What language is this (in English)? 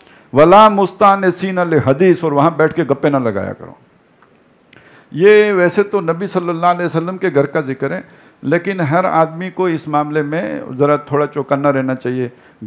Urdu